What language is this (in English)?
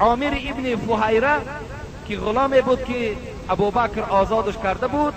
Tajik